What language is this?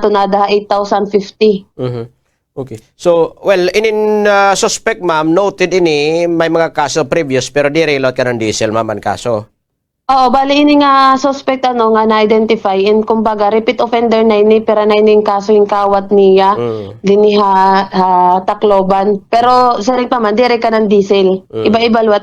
Waray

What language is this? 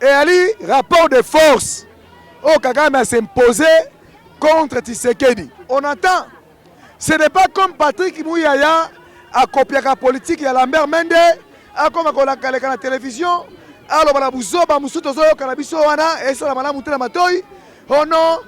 Lingala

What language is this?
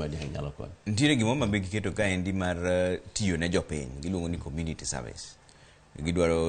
Luo (Kenya and Tanzania)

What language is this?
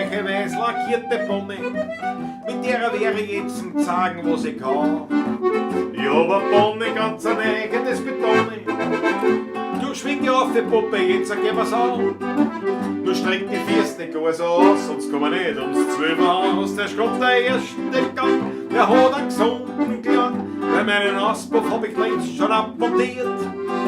Bavarian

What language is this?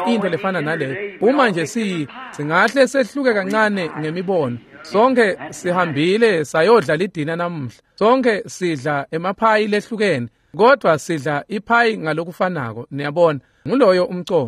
Swati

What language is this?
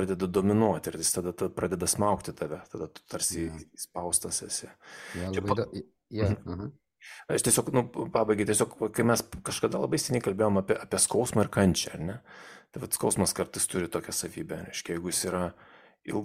Lithuanian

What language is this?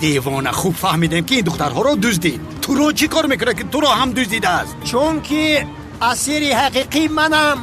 Tajik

